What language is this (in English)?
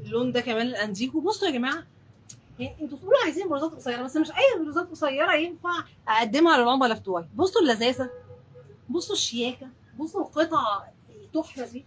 Egyptian Arabic